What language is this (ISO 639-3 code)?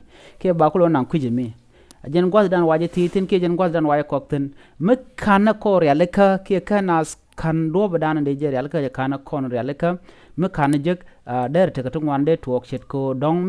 nus